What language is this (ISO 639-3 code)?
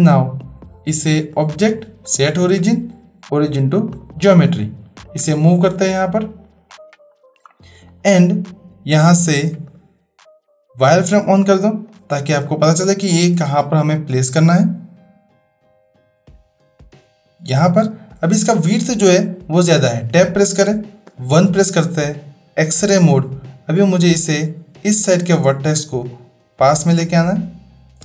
hin